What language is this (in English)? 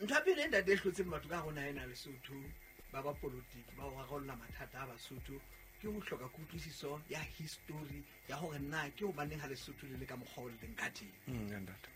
Southern Sotho